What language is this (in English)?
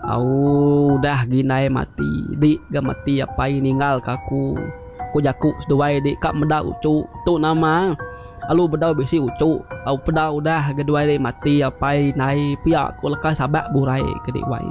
Iban